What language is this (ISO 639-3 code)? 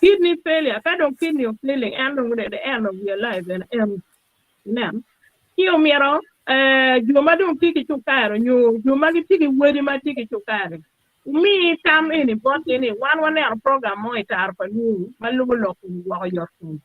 ach